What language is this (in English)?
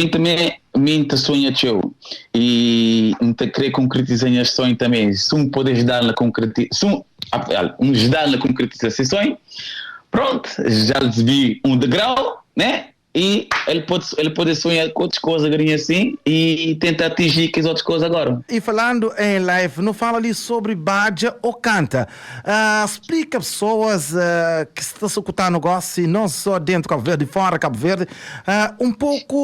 Kabuverdianu